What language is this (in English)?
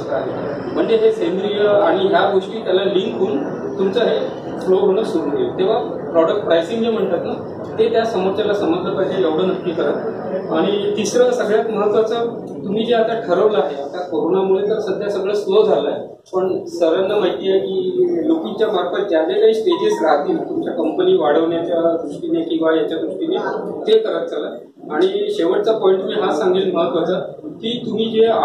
Marathi